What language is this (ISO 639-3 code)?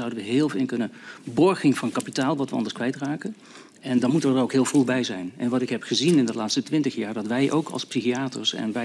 nld